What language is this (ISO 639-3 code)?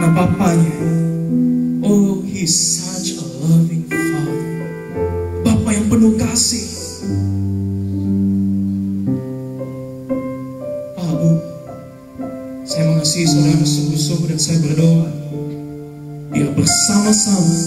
ind